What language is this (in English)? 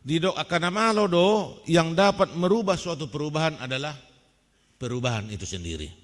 Batak Toba